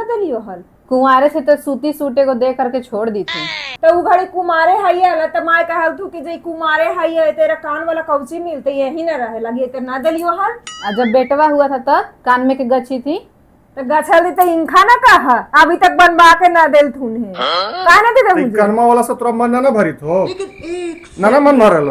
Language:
Magahi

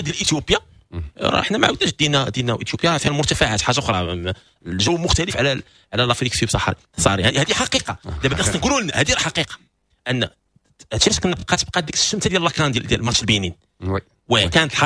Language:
Moroccan Arabic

